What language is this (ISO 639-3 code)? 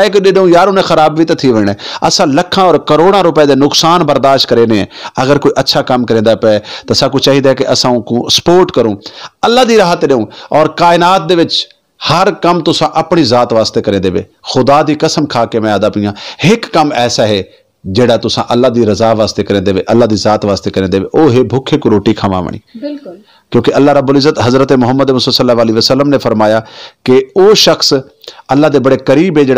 skr